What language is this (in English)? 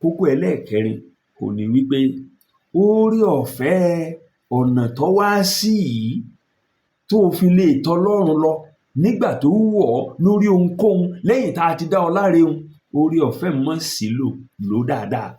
Yoruba